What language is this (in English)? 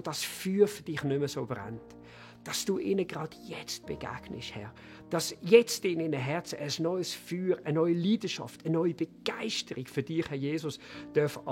Swiss German